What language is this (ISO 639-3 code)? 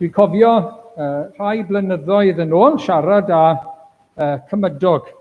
cym